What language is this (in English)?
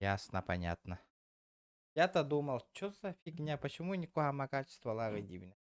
Yakut